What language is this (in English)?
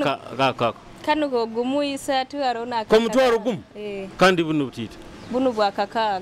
Nyoro